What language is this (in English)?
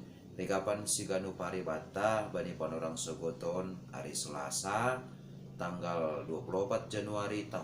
Batak Simalungun